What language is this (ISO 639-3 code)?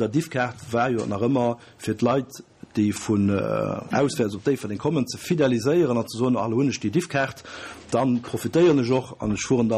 ltz